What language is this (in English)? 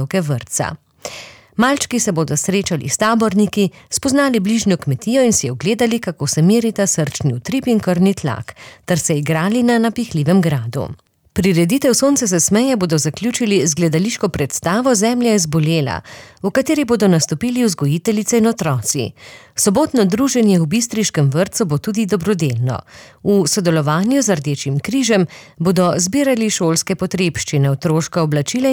Slovenian